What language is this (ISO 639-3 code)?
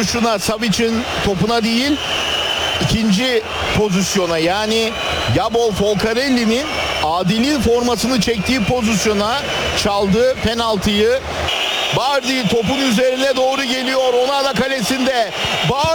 tur